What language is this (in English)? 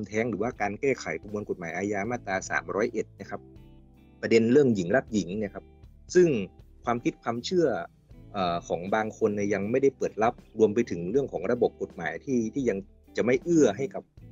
Thai